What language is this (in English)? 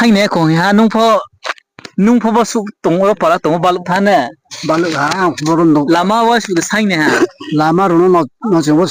Riang (India)